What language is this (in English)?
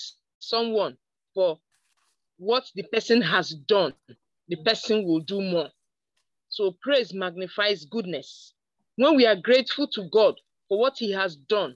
English